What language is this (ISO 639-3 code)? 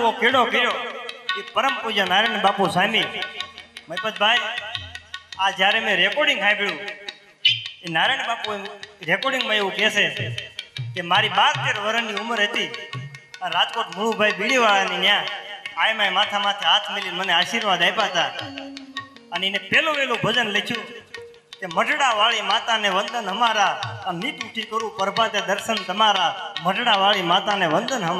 guj